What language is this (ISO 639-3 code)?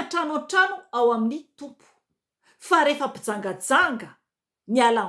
mlg